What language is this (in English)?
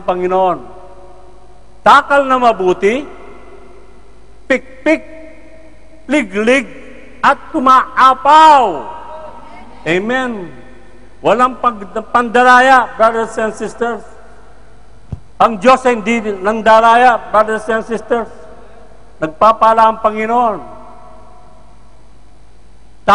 Filipino